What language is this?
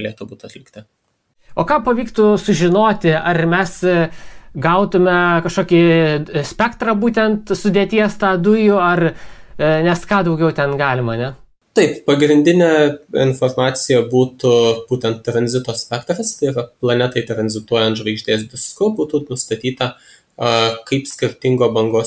Lithuanian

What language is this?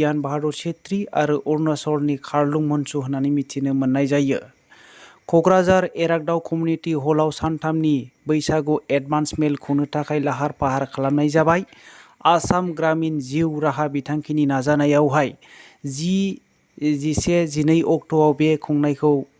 Bodo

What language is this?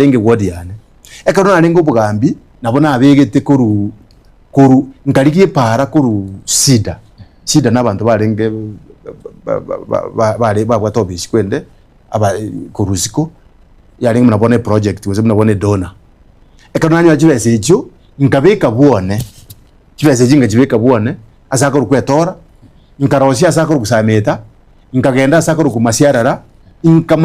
Gusii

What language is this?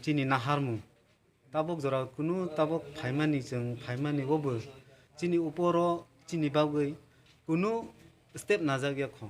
Kok Borok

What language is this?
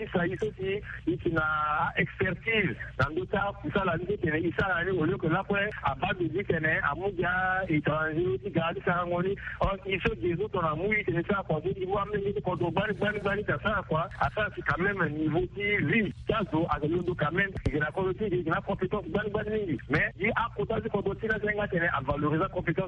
Sango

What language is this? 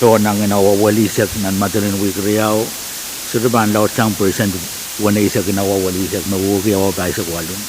Pohnpeian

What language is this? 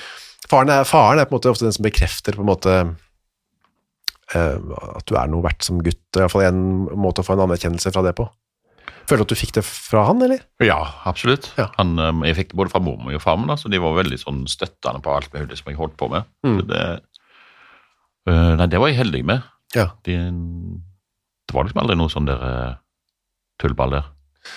Norwegian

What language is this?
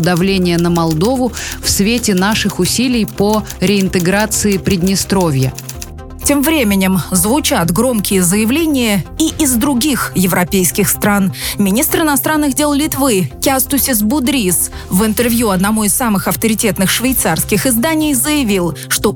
Russian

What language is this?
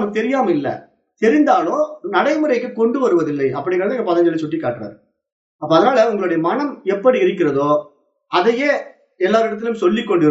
Tamil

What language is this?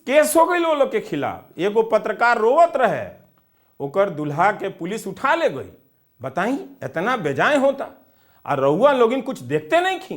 Bhojpuri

